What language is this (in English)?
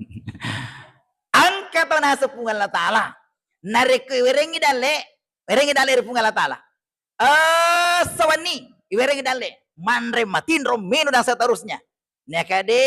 Buginese